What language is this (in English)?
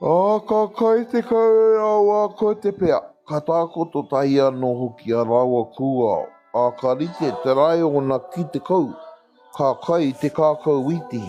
Māori